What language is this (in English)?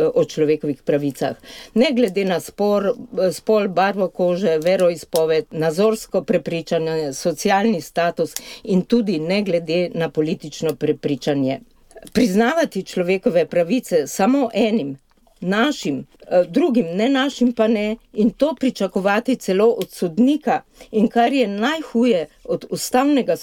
Slovenian